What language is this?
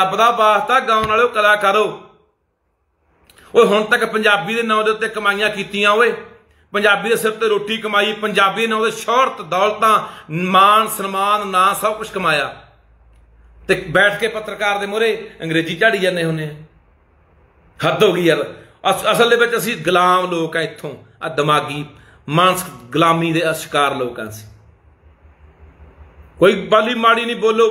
Punjabi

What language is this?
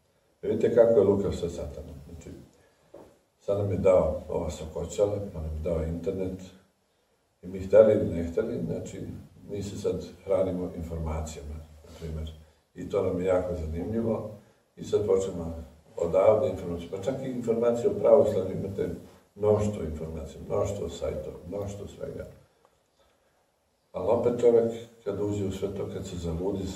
Serbian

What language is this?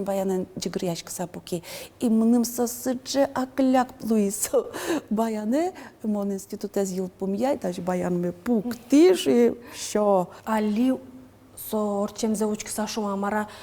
Udmurt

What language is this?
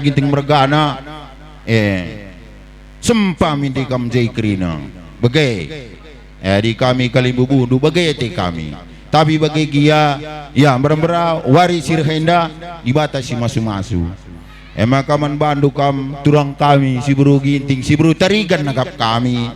Batak Karo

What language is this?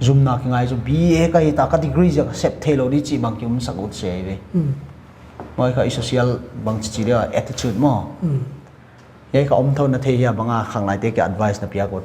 Paite Chin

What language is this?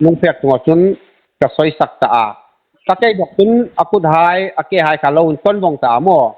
Hmar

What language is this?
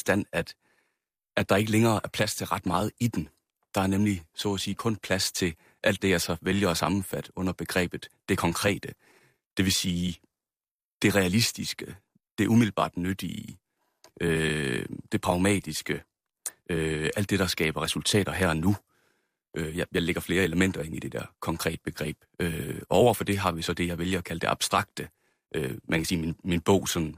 Danish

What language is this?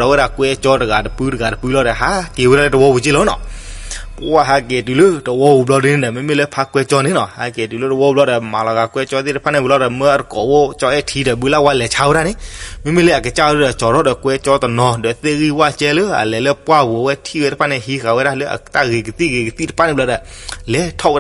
S'gaw Karen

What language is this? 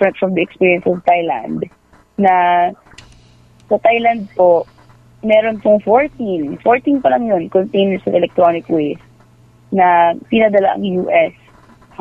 Cebuano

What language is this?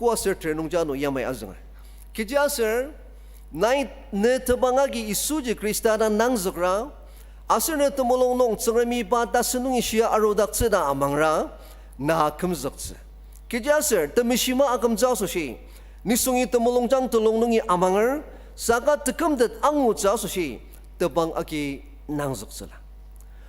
Ao Naga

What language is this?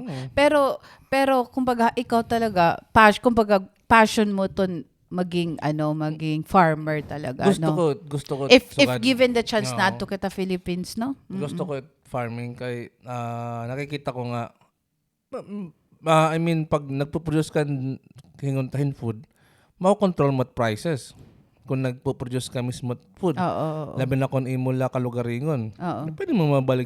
Waray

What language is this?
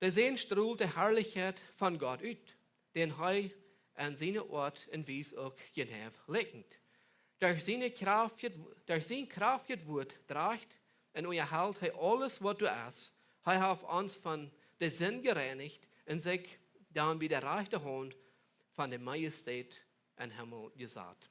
Plautdietsch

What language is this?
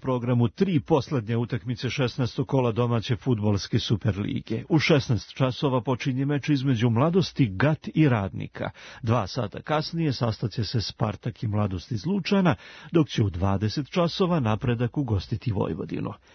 Serbian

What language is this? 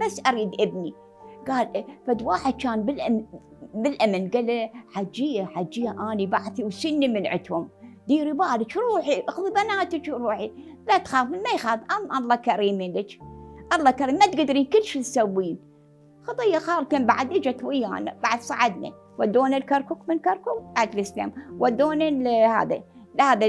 Mesopotamian Arabic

